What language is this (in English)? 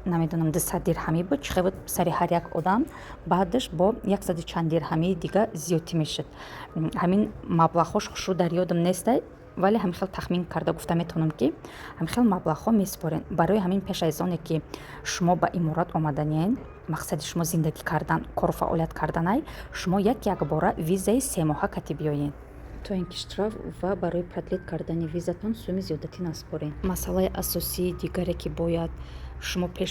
Tajik